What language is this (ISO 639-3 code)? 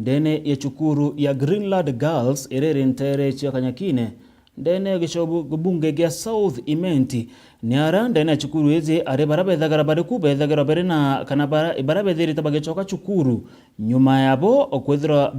mer